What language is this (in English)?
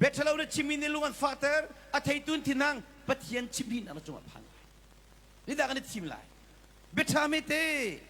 Hakha Chin